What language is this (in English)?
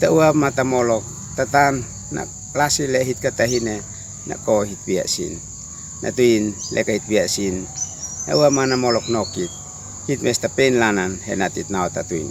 Uab Meto